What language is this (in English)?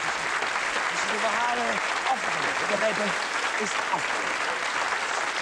Dutch